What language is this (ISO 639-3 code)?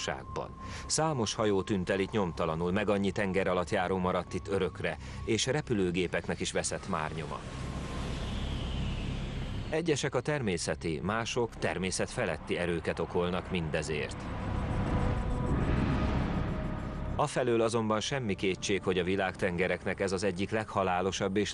hun